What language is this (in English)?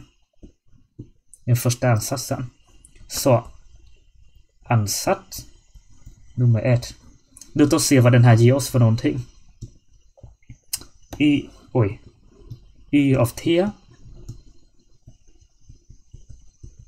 Swedish